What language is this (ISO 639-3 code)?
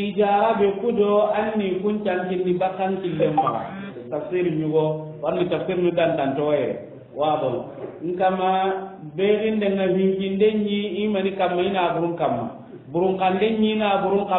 snk